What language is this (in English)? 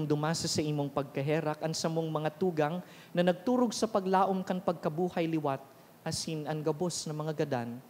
Bikol